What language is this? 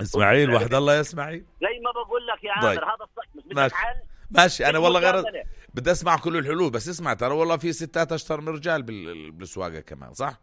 North Levantine Arabic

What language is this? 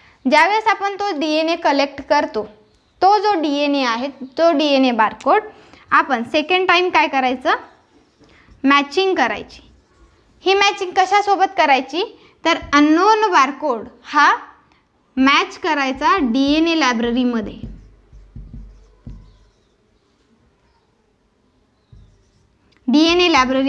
Marathi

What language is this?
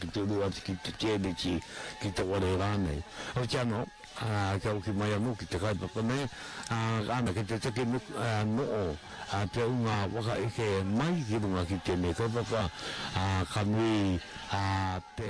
Māori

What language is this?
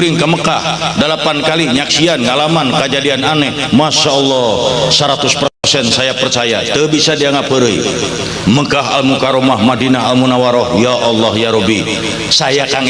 Sundanese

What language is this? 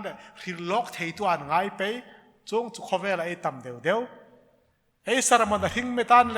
Hmar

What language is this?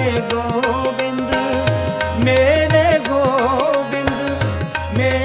Hindi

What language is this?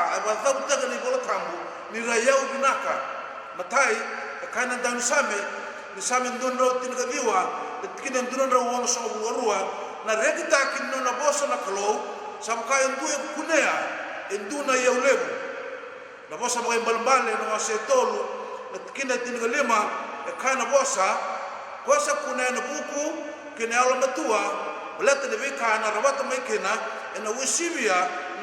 Fijian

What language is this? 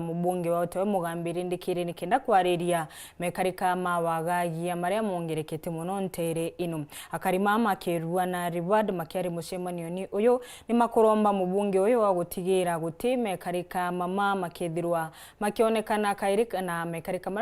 Meru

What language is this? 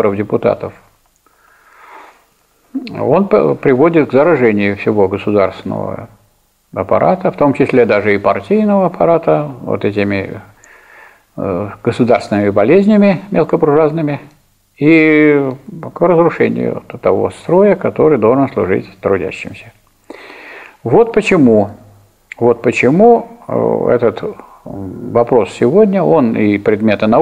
Russian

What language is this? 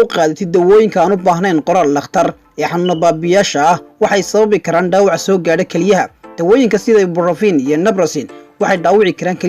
Somali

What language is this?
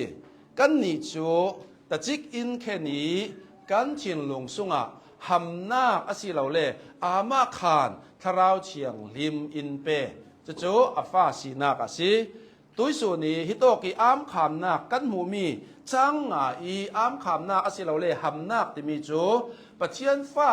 Hakha Chin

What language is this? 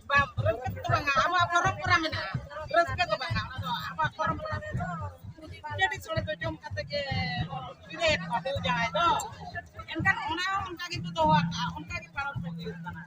Santali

